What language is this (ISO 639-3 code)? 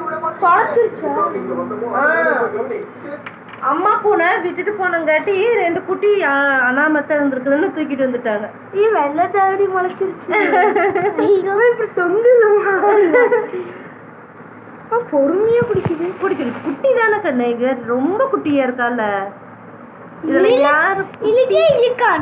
tam